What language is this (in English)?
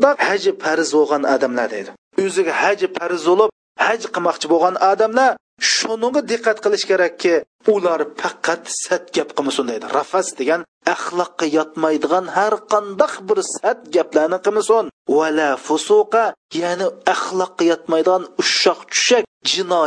Uyghur